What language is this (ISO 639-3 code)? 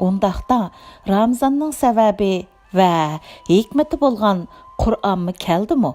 uig